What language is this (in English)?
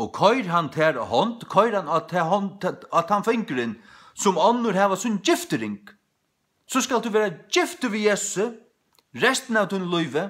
Faroese